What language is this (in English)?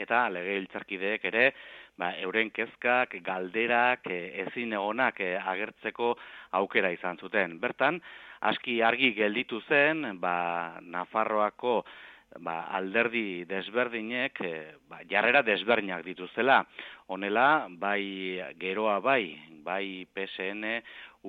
Basque